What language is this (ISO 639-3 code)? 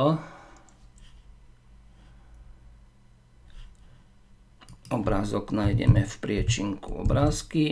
slk